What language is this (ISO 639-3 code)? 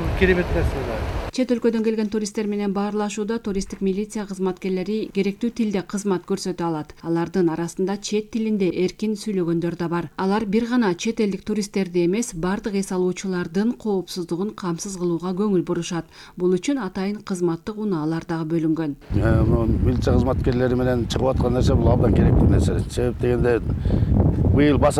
kir